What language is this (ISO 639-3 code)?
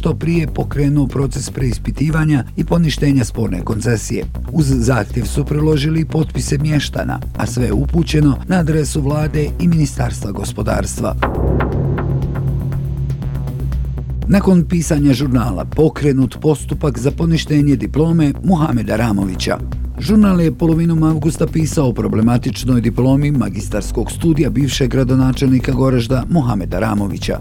bos